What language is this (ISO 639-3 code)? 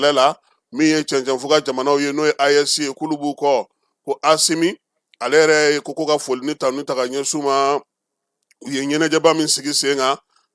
bam